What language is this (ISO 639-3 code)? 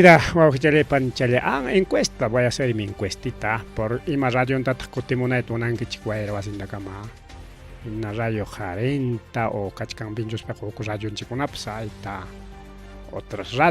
quy